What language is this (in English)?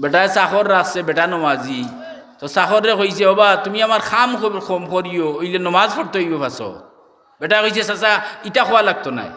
Sylheti